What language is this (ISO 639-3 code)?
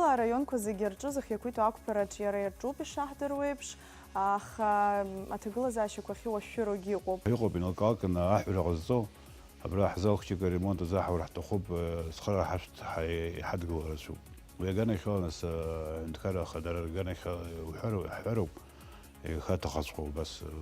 abk